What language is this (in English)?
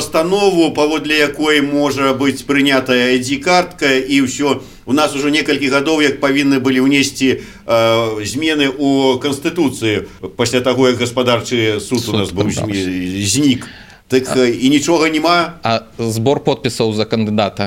Belarusian